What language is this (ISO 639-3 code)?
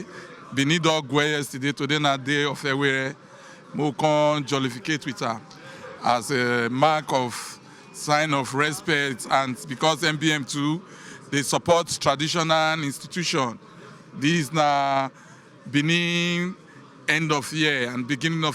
pcm